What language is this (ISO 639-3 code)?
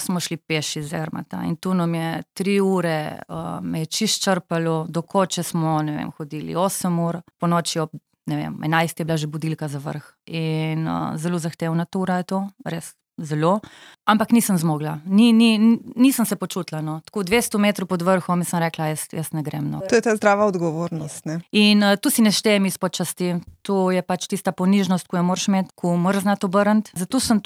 slv